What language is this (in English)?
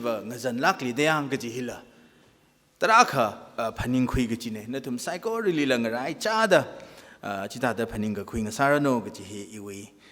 Tangkhul Naga (India)